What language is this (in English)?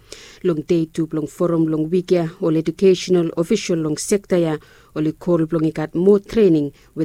Bislama